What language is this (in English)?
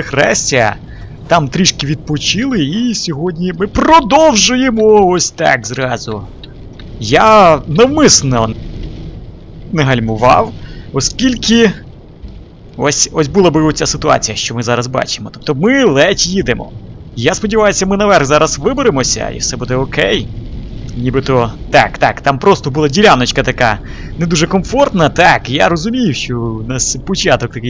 Ukrainian